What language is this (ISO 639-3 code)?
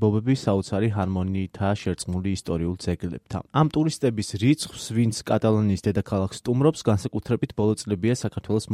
kat